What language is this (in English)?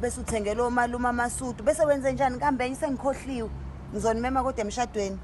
Zulu